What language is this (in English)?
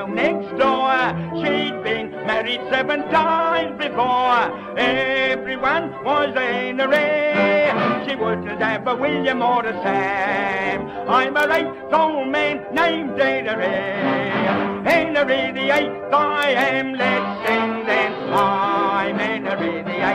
English